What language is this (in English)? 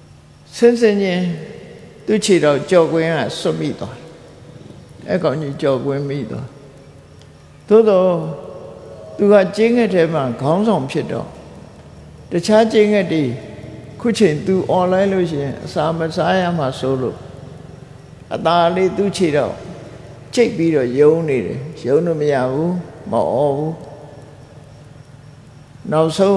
Burmese